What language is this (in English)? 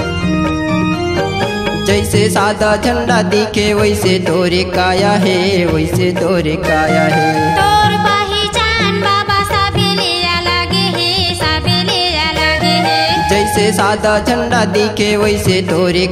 Chhattisgarhi